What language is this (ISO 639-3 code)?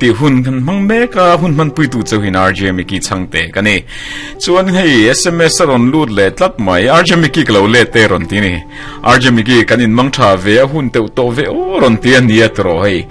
lus